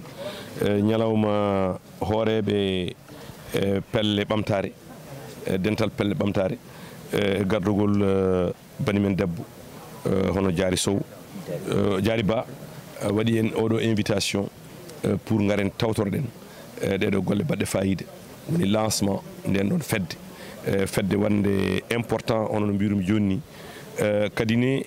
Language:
Fula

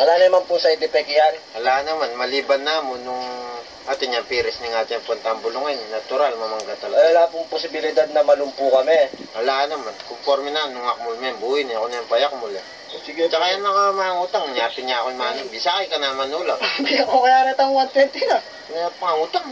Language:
Pampanga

